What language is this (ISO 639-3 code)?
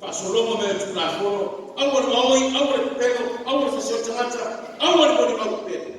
smo